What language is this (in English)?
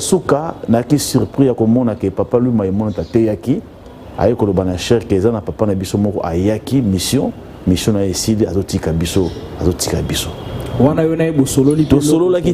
Lingala